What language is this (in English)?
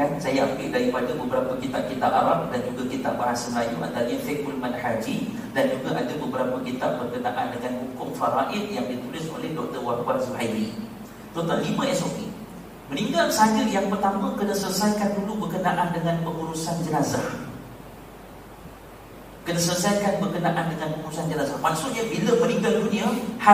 Malay